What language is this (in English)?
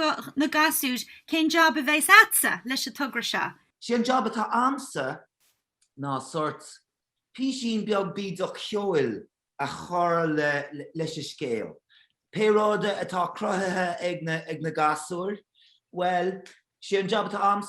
Irish